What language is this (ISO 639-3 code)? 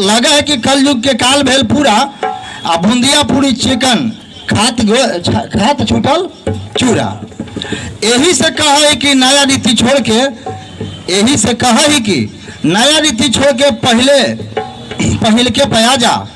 mag